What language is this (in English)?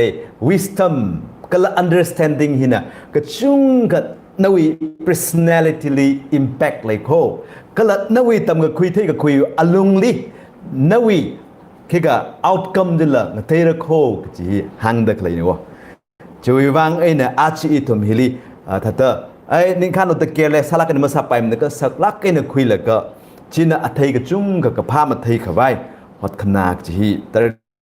Tangkhul Naga (India)